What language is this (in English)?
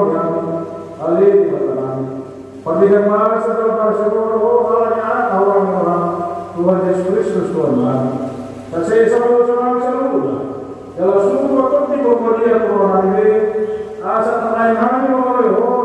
Batak Toba